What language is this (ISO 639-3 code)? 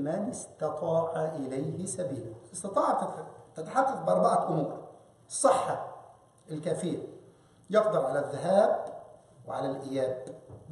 arz